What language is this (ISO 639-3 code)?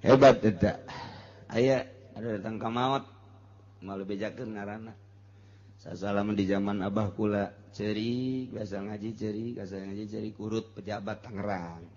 sun